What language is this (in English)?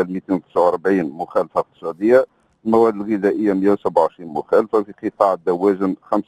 Tunisian Arabic